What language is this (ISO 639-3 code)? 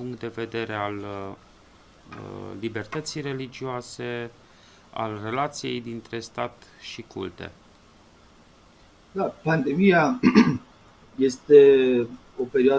ron